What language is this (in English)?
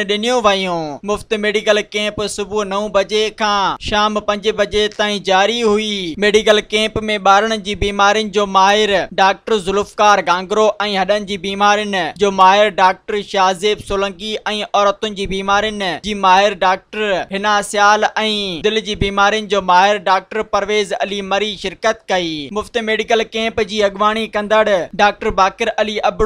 Sindhi